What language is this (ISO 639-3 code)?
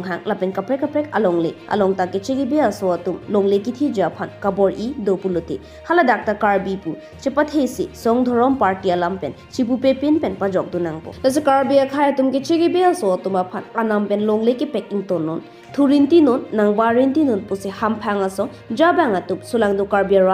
mjw